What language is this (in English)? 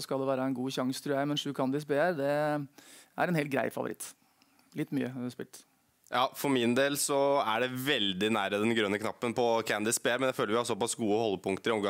Norwegian